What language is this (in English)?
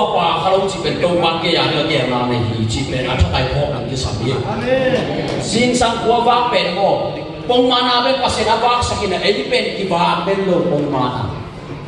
Tedim Chin